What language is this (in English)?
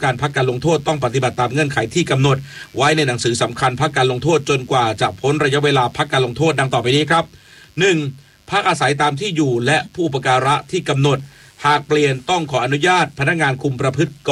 Thai